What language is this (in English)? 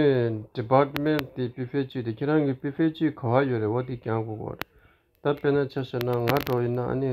Tibetan